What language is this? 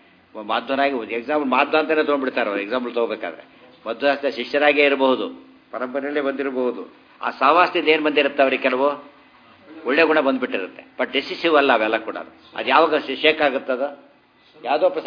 Kannada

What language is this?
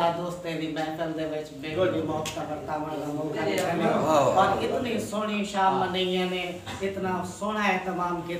Saraiki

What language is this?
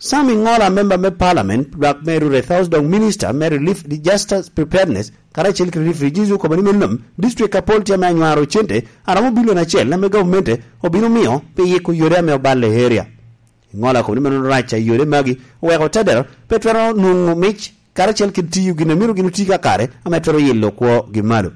Lango (Uganda)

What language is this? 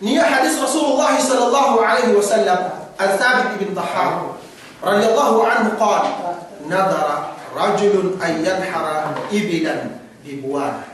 Yakan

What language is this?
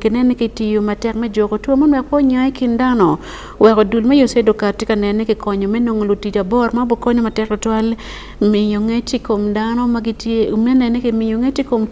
Acoli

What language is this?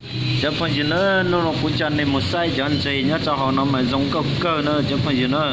Hmong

